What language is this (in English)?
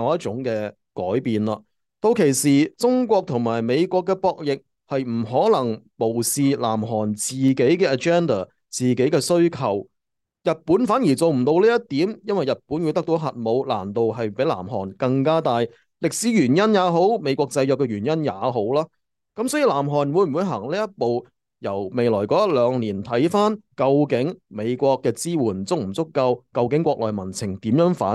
Cantonese